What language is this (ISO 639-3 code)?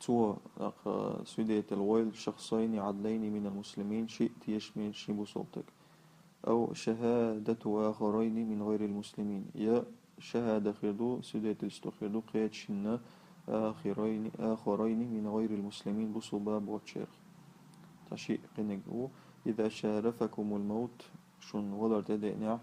che